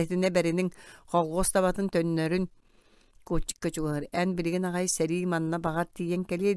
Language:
Yakut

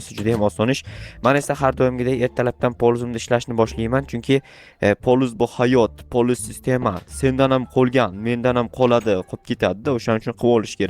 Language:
Uzbek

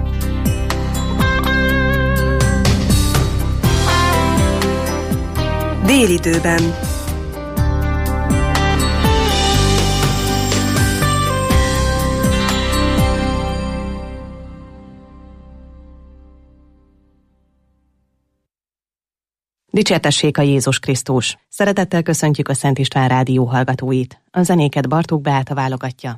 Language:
Hungarian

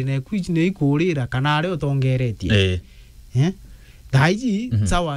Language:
Meru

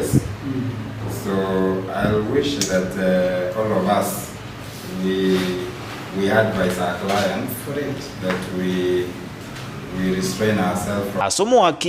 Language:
Gusii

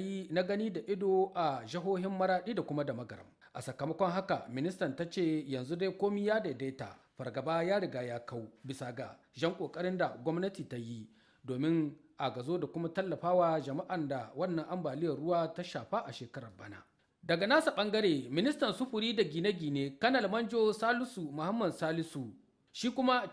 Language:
Hausa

